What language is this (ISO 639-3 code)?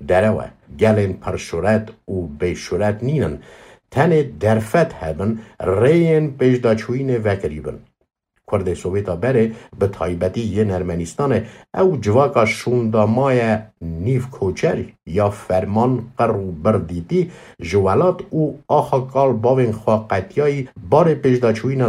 kur